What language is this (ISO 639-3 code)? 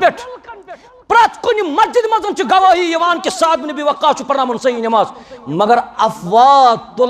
kas